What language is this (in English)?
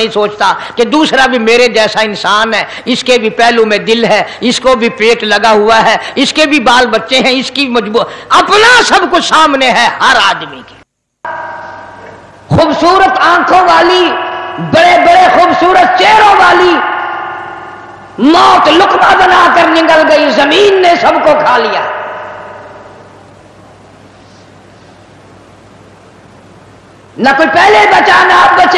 Urdu